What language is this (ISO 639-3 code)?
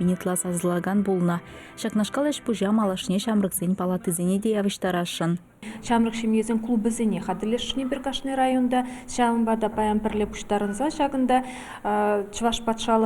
chv